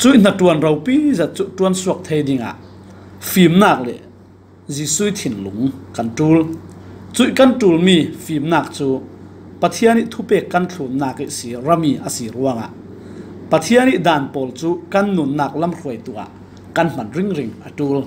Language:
Falam Chin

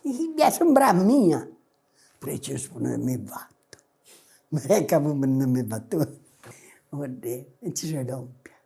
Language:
Sardinian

